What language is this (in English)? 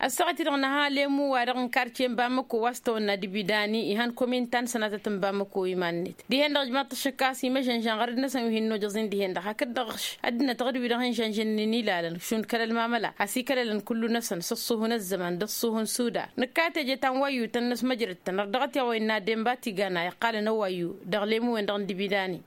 Tamasheq